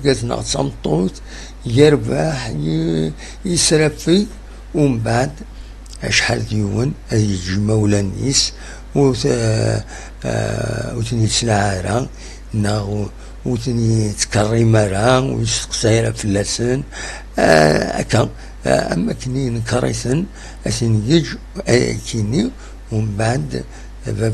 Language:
Kabyle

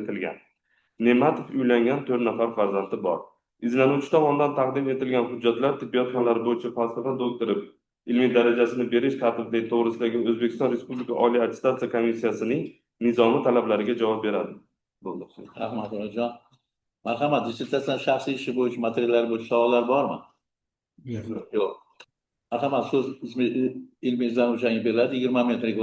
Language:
Uzbek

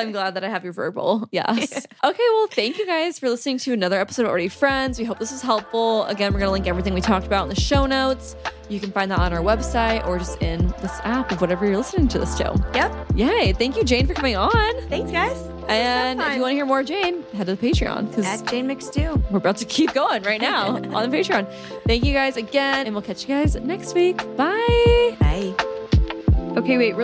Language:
English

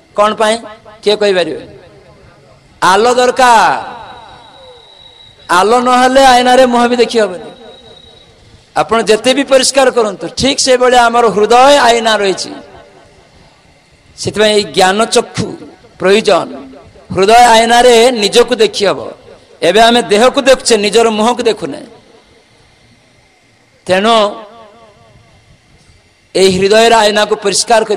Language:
Odia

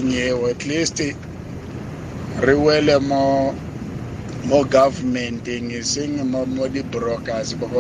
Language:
Tswana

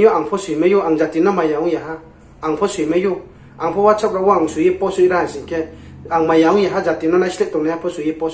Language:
Riang (India)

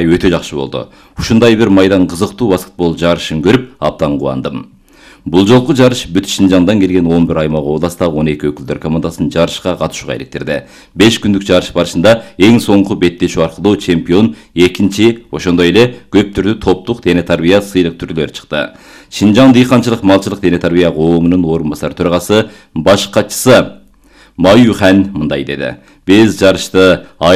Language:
Kyrgyz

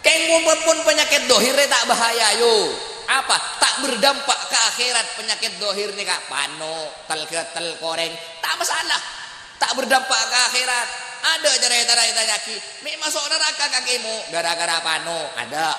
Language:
Madurese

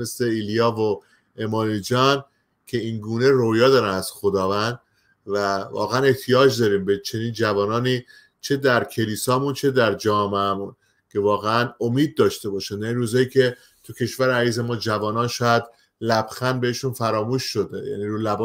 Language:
Persian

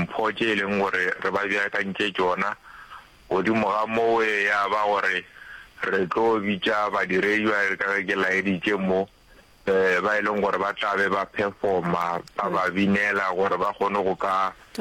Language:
Northern Sotho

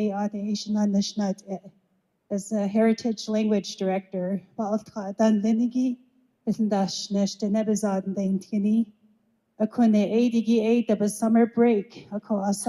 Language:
Navajo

